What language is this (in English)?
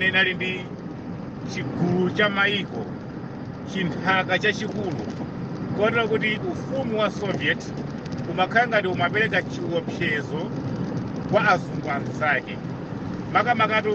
Nyanja